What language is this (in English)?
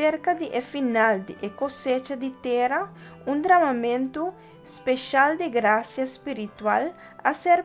Papiamento